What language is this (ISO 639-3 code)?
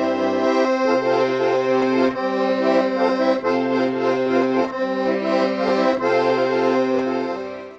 inh